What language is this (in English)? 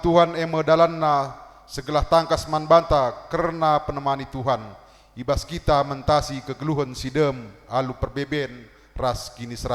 Batak Karo